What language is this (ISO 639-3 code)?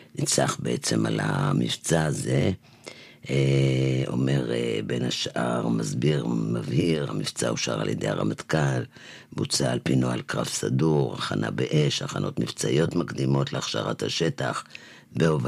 heb